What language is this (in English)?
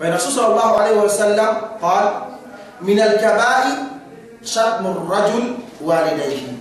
Yakan